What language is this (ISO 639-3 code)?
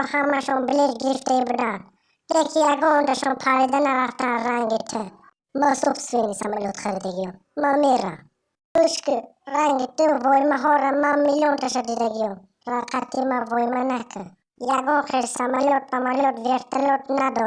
tgk